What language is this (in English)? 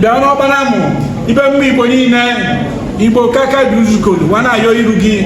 Igbo